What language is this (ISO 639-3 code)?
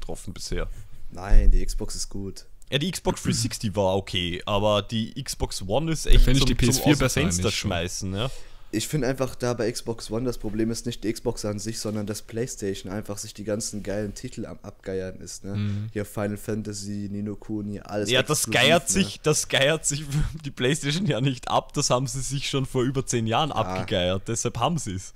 deu